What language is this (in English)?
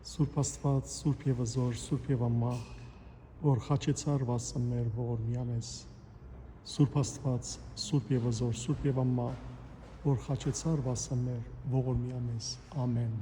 Western Armenian